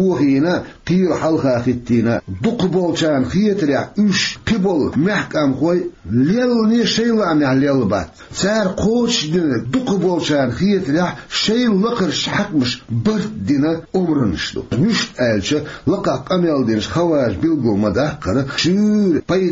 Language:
Chechen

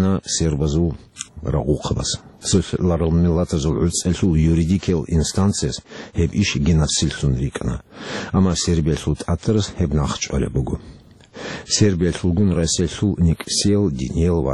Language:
Avaric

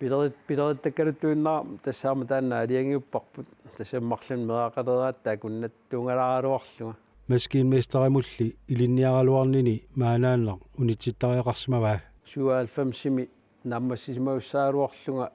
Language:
Kalaallisut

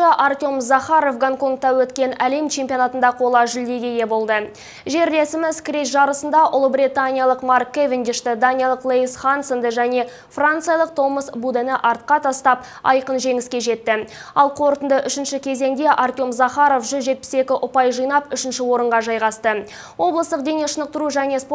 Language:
Kazakh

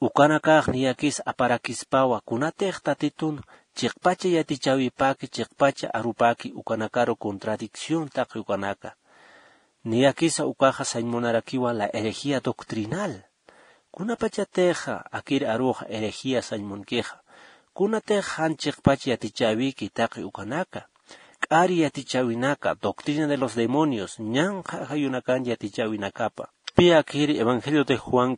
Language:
Aymara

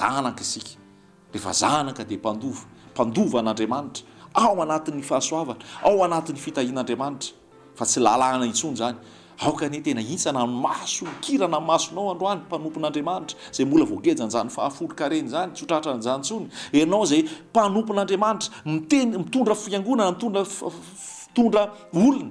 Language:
Malagasy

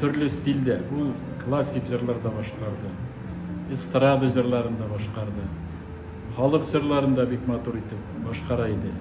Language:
Tatar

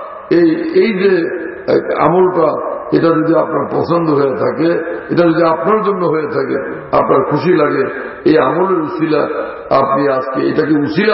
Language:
Bangla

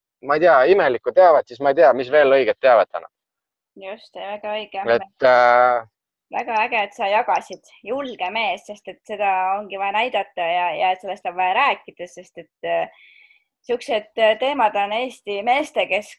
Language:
Estonian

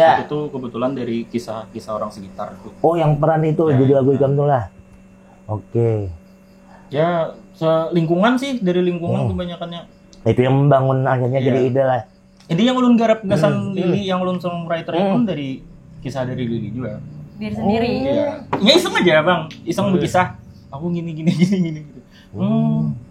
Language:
Banjar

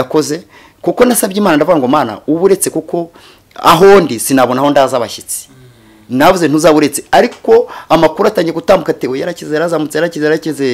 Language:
Kinyarwanda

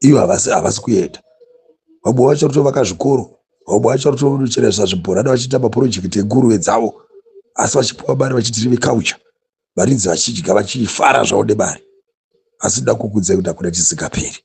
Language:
Shona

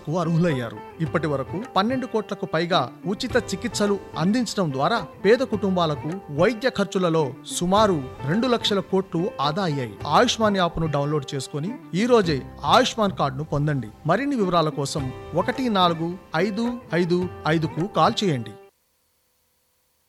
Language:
Telugu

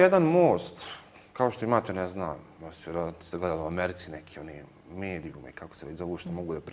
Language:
Bosnian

